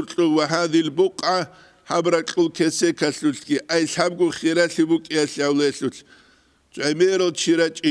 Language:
Avaric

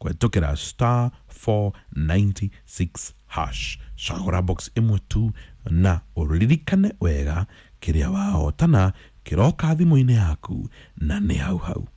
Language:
Kikuyu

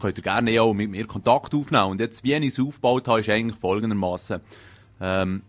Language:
Swiss German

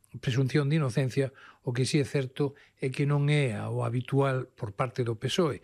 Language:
Galician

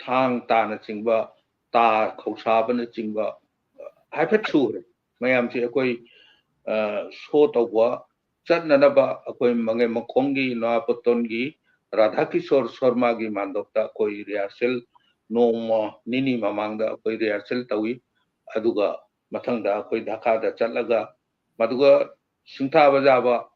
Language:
Manipuri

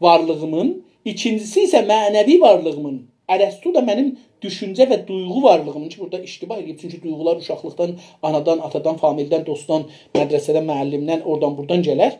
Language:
South Azerbaijani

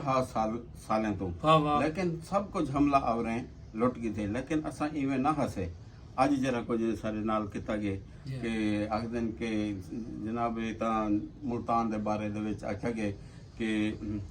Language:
Saraiki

